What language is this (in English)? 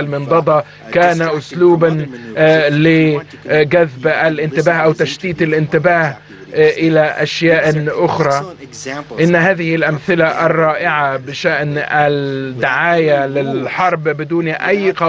Arabic